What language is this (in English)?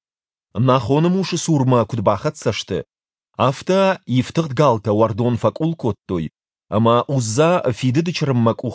Ossetic